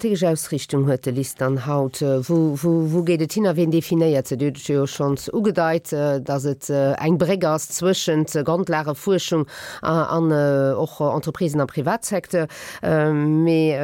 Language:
Luxembourgish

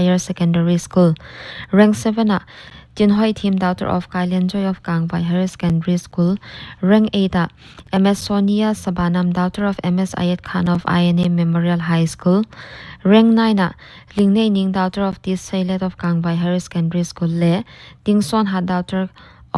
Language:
Paite Chin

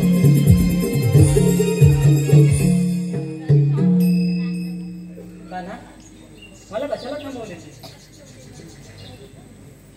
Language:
Marathi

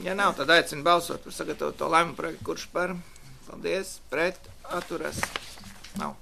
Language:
Latvian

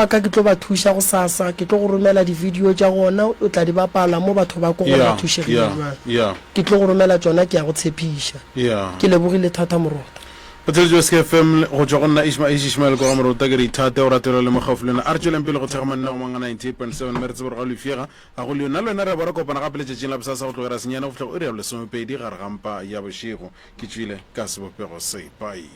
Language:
Northern Sotho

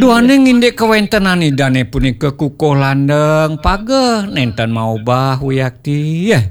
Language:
Balinese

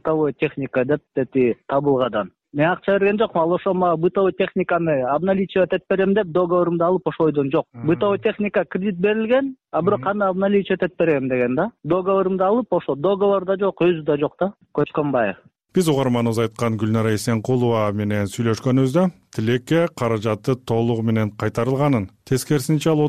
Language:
Kyrgyz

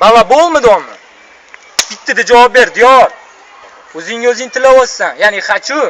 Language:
Uzbek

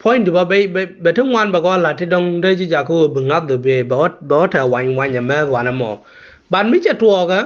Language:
Nuer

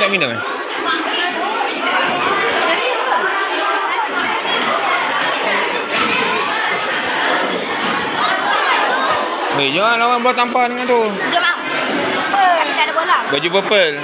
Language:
Malay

